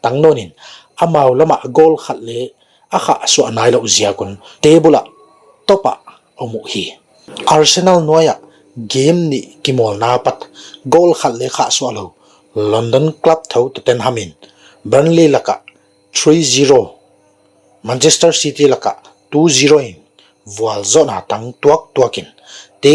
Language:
Paite Chin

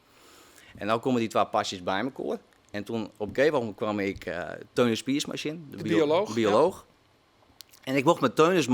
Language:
Western Frisian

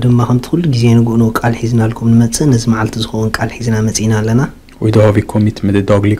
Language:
Tigrinya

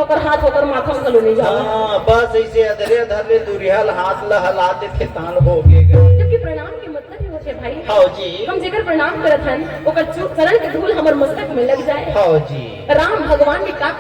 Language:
Chhattisgarhi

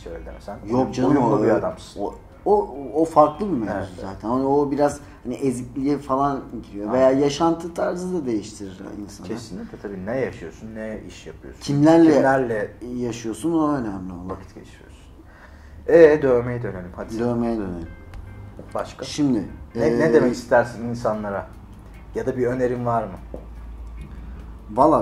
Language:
Turkish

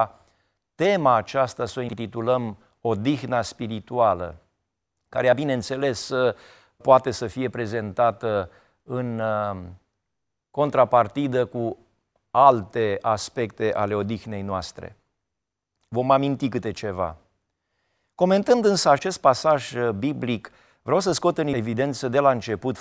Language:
Romanian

